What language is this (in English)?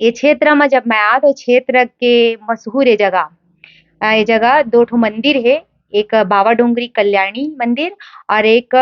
Chhattisgarhi